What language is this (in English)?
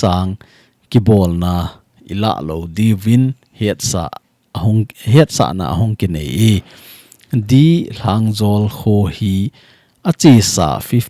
Thado Chin